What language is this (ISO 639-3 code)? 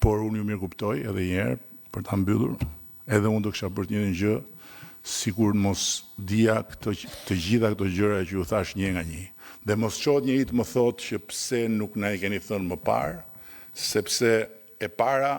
sqi